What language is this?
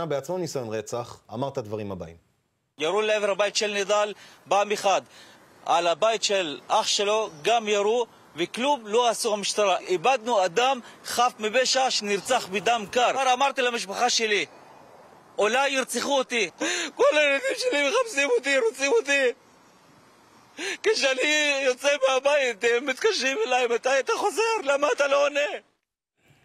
Hebrew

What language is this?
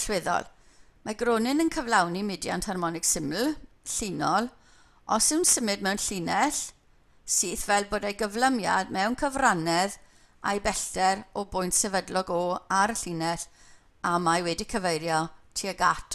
Welsh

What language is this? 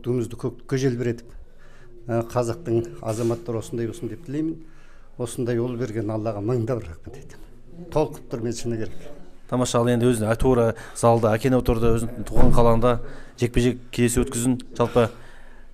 Kazakh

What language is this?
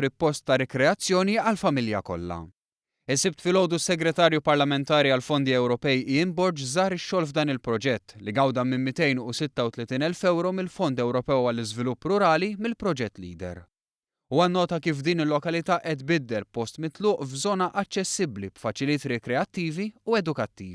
Maltese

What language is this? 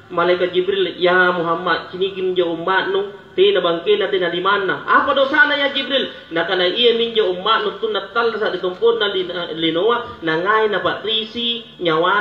Makasar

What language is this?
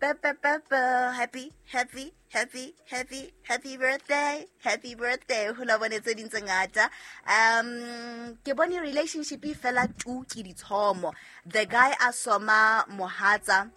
Southern Sotho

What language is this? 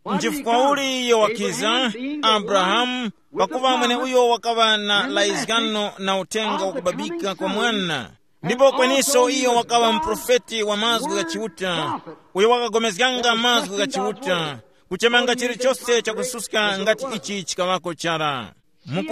Tumbuka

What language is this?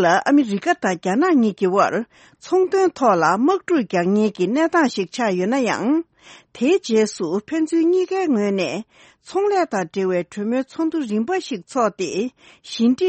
Tibetan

